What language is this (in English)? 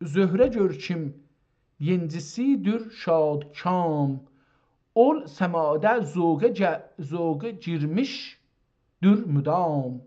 South Azerbaijani